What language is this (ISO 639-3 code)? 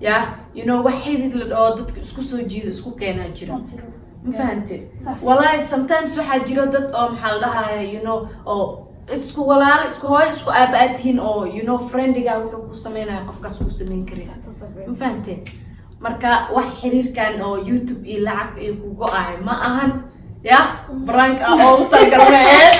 som